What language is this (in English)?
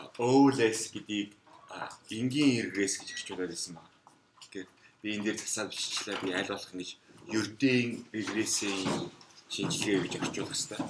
Mongolian